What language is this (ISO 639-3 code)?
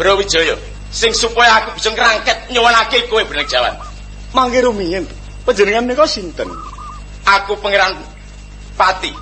jav